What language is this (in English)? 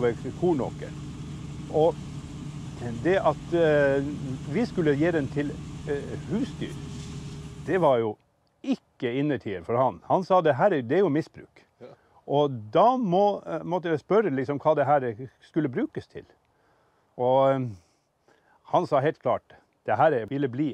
Norwegian